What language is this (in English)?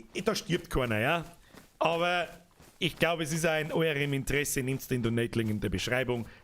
Bavarian